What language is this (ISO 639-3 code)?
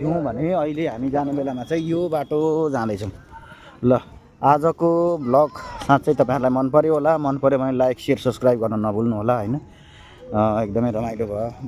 nep